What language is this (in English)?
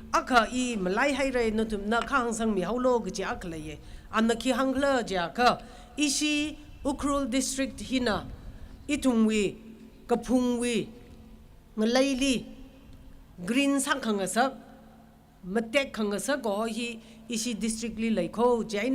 Tangkhul Naga (India)